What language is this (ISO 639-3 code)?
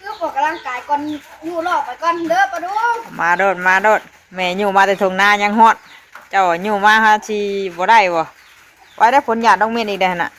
tts